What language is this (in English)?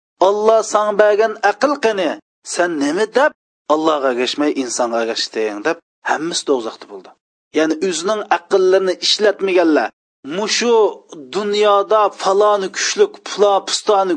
Uyghur